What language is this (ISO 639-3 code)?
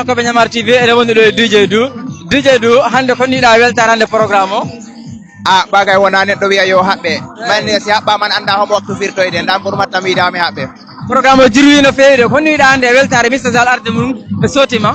ful